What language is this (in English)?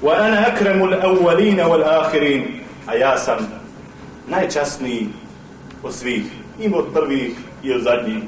Bosnian